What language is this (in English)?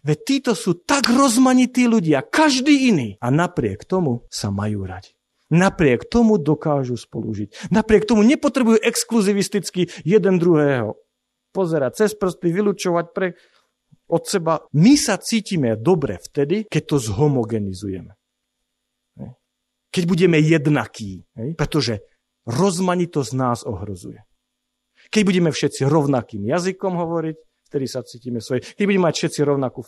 Slovak